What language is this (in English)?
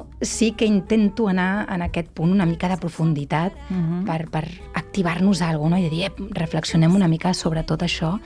Catalan